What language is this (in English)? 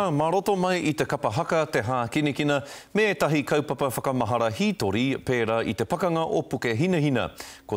Māori